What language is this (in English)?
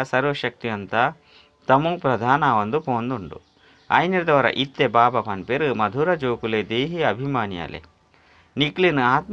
Tulu